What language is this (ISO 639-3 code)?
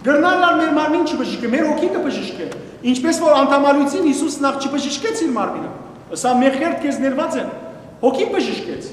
hyw